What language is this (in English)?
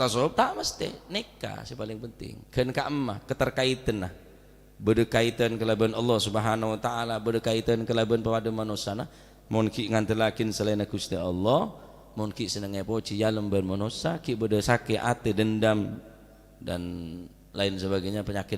Madurese